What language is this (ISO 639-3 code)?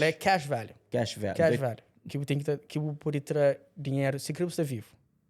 kea